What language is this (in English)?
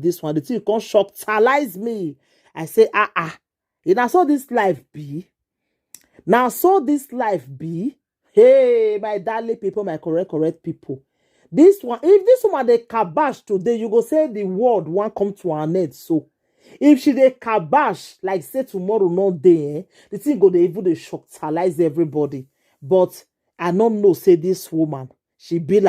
Nigerian Pidgin